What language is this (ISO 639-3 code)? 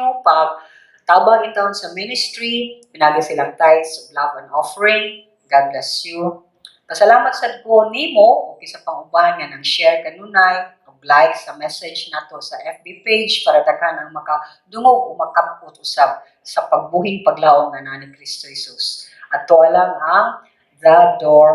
ceb